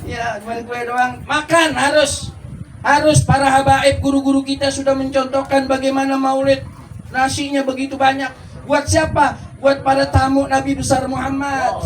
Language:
Betawi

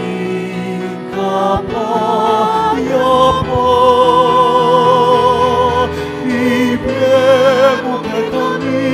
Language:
Pampanga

